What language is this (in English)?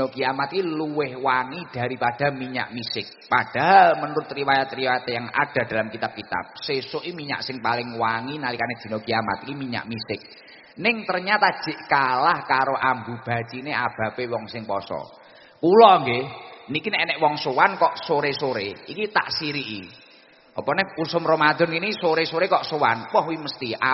Javanese